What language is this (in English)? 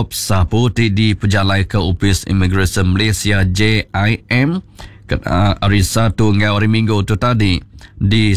Iban